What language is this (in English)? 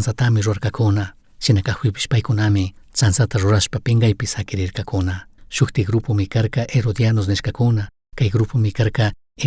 Chimborazo Highland Quichua